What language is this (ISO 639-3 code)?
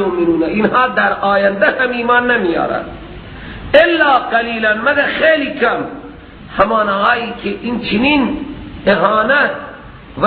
fas